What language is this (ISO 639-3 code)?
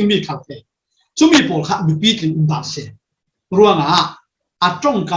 cfm